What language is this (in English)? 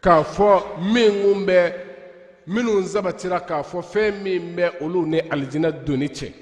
Bambara